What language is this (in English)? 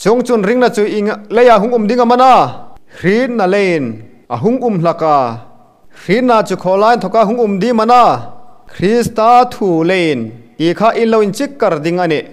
Hmar